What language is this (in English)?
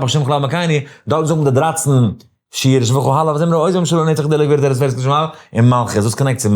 Yiddish